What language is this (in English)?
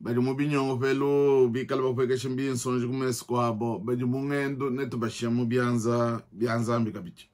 Luba-Lulua